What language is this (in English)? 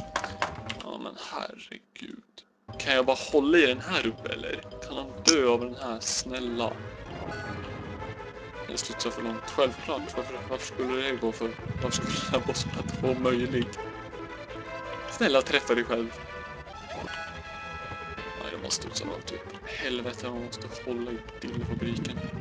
Swedish